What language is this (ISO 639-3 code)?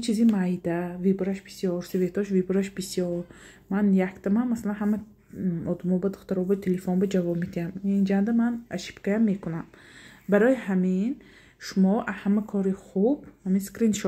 tgk